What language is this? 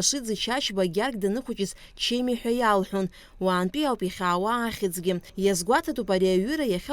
Abkhazian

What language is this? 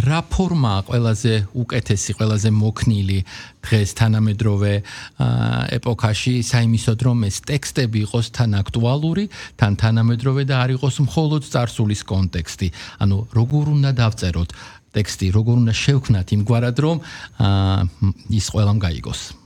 Georgian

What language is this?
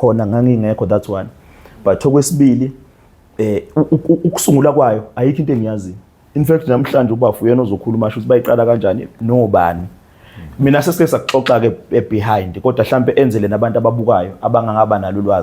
Zulu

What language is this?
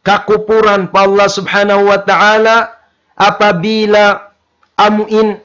Tausug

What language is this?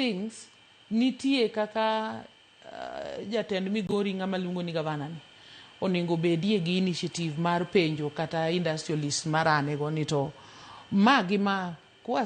Luo (Kenya and Tanzania)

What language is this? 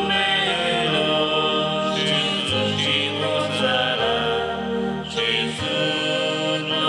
Konkani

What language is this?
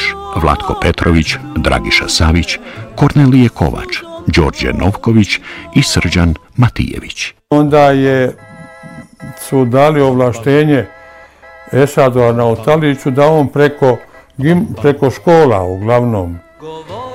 Bosnian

